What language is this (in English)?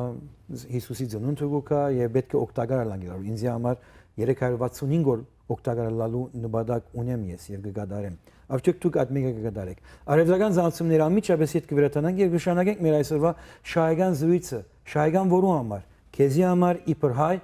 Western Armenian